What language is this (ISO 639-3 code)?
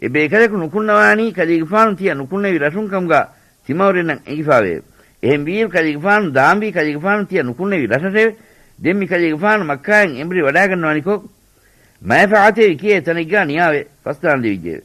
div